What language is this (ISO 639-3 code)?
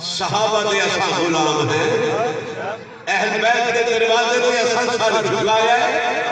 skr